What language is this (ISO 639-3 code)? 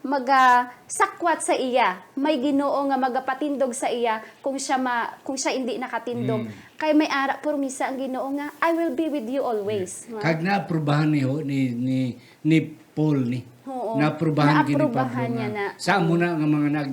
hil